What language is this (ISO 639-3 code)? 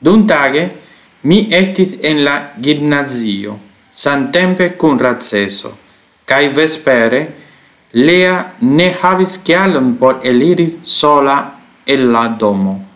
epo